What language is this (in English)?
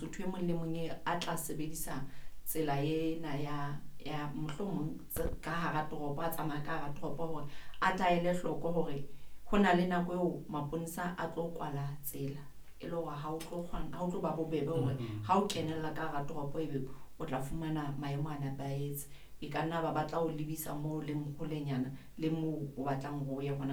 Southern Sotho